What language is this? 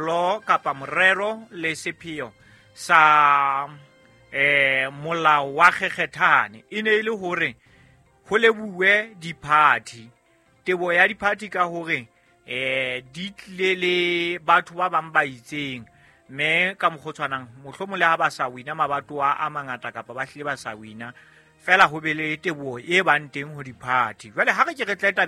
Southern Sotho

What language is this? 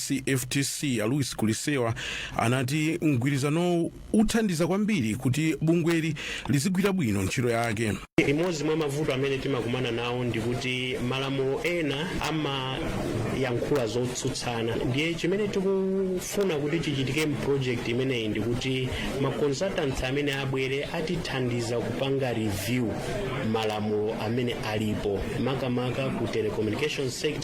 Nyanja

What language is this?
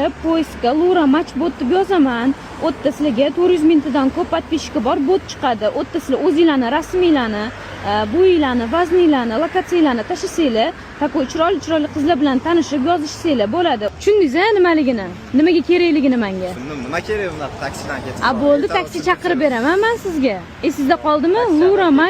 Uzbek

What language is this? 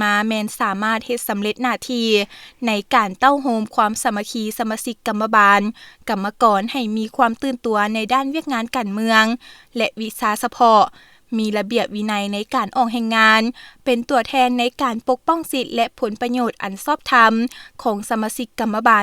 Lao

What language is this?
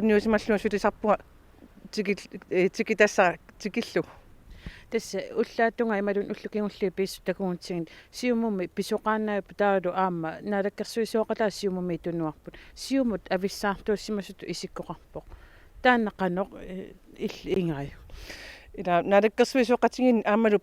Kalaallisut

